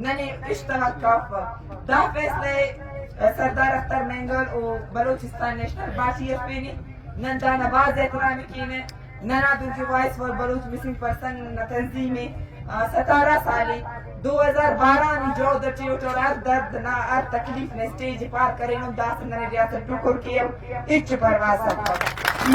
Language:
Brahui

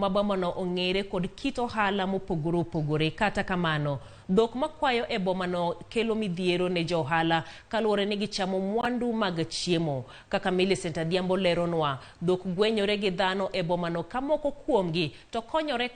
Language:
Luo (Kenya and Tanzania)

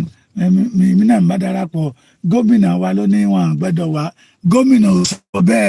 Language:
Yoruba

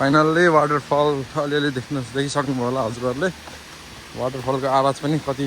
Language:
Nepali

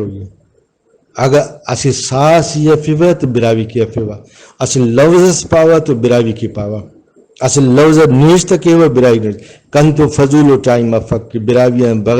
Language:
Brahui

